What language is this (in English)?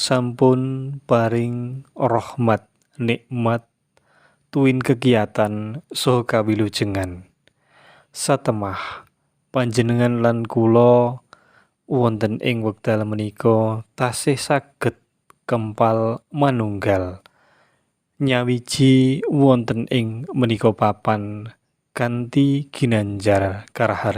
Javanese